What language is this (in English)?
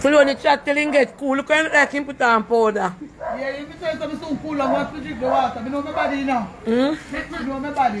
Jamaican Creole English